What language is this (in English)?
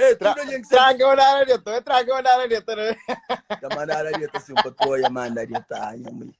Kabuverdianu